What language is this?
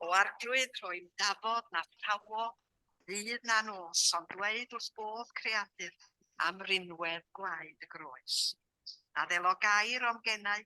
Welsh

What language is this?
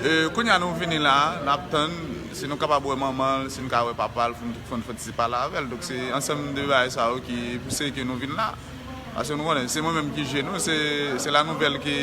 Haitian Creole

